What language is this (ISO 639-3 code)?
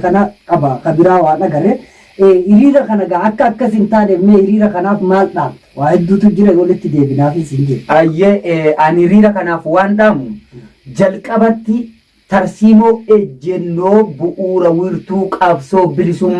orm